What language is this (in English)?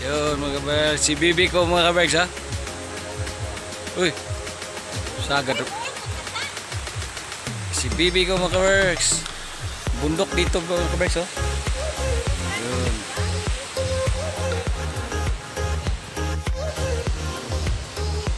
Filipino